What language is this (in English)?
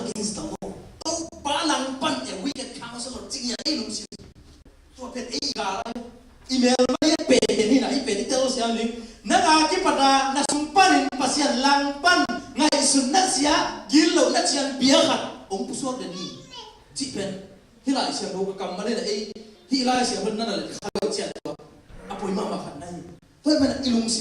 Tedim Chin